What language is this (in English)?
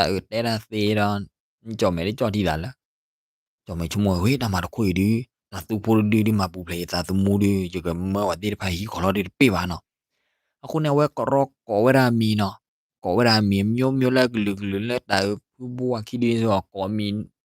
S'gaw Karen